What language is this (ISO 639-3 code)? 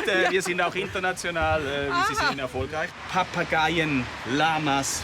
gsw